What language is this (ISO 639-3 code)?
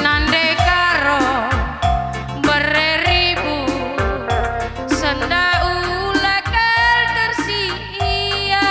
btx